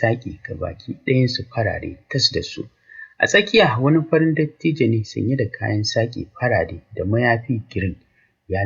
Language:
Hausa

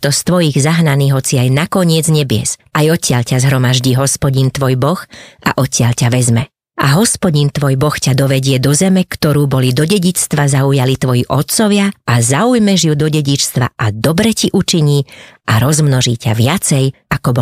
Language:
Slovak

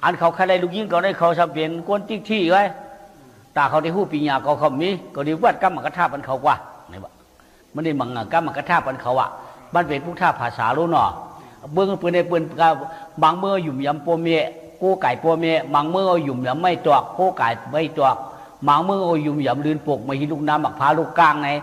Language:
Shan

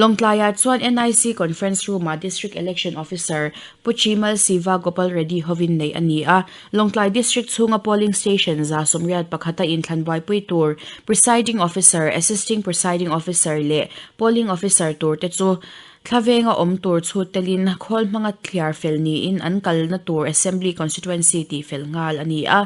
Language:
Mizo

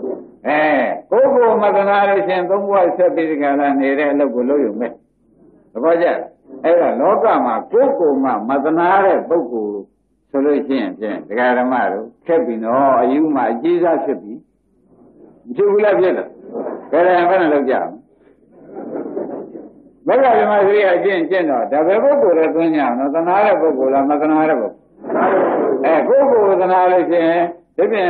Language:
Burmese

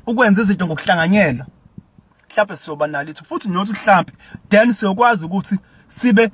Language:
Zulu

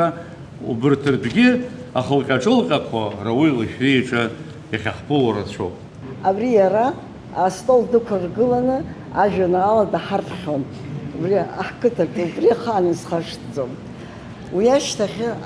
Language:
Abkhazian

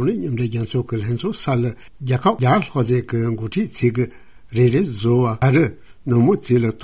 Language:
Tibetan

